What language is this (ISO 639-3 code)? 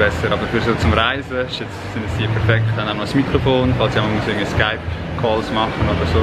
gsw